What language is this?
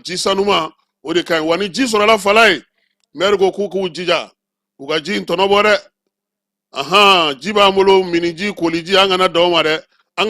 Bambara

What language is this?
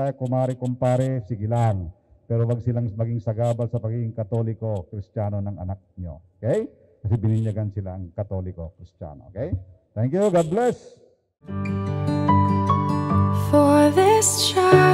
Filipino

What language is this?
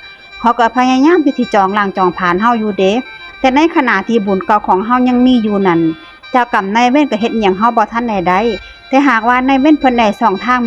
Northeastern Thai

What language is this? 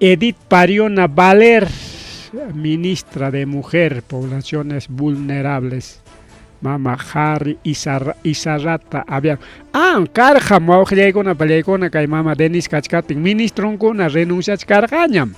Ayacucho Quechua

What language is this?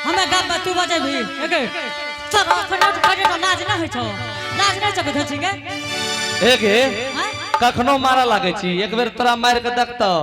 Angika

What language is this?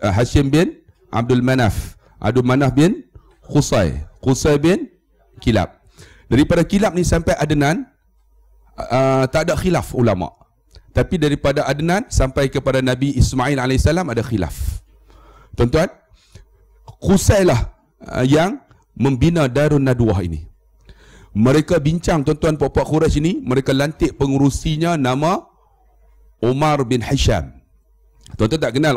Malay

